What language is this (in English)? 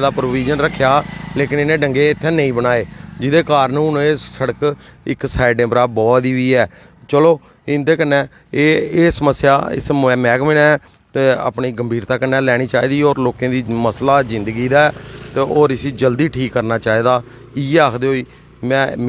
Dogri